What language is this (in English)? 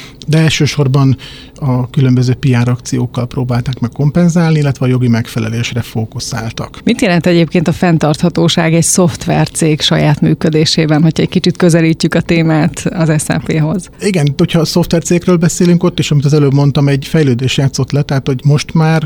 Hungarian